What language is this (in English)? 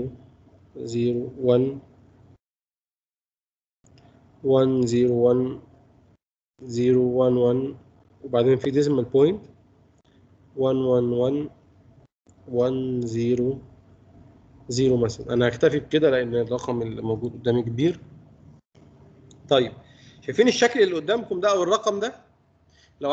Egyptian Arabic